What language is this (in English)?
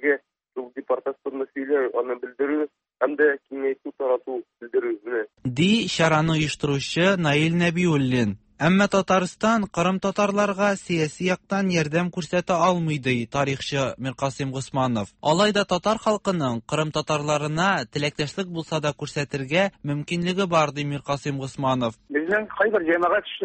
Tatar